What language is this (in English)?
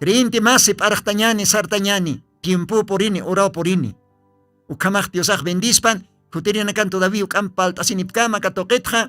Aymara